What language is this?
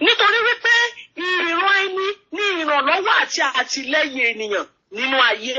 Yoruba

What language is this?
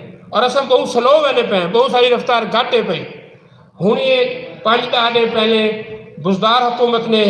Saraiki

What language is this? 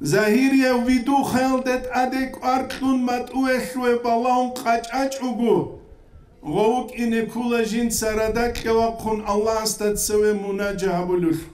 Avaric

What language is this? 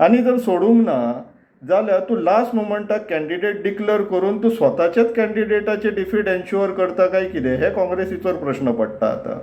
Konkani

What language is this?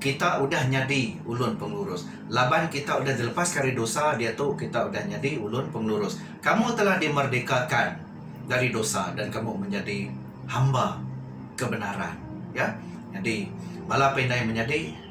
Iban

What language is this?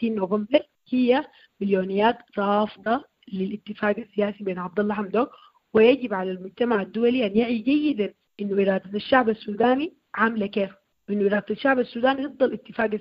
Sudanese Arabic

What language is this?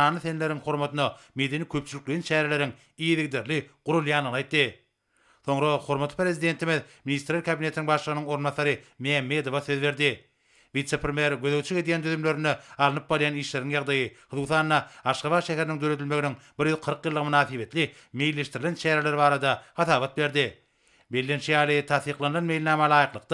Turkmen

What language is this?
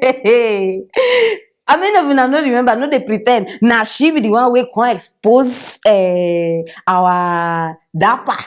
Nigerian Pidgin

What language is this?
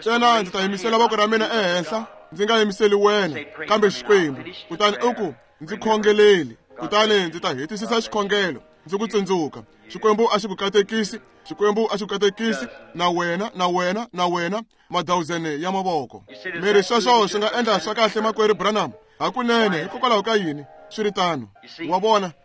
Tsonga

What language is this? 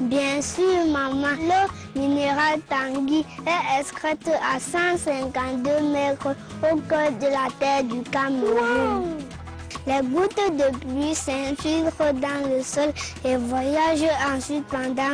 French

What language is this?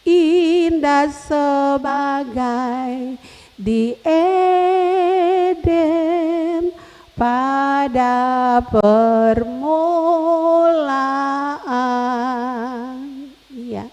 Ambonese Malay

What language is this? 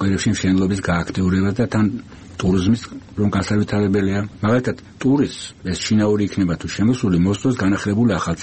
Georgian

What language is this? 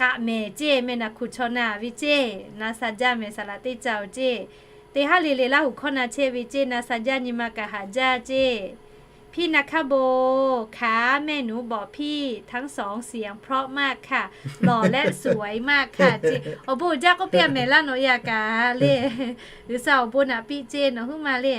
Lahu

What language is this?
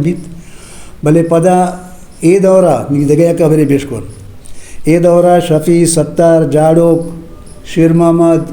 Eastern Balochi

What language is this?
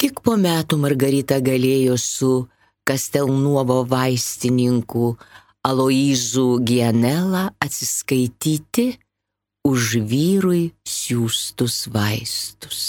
Lithuanian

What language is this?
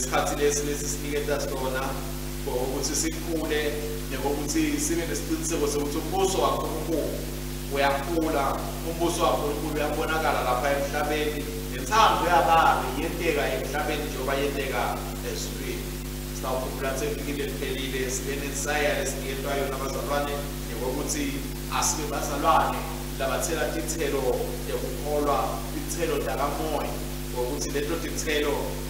Swati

